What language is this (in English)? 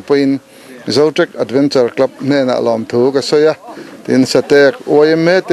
Mizo